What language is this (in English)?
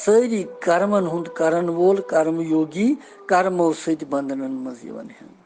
Kashmiri